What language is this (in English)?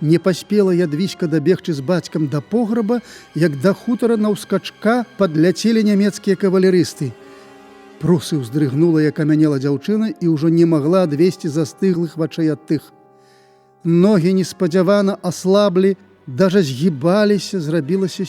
Belarusian